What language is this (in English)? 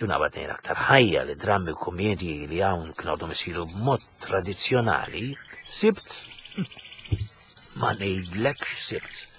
Maltese